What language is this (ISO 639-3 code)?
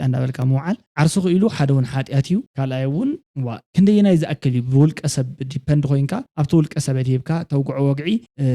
tir